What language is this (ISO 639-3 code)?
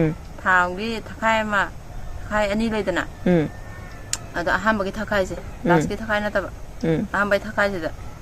mni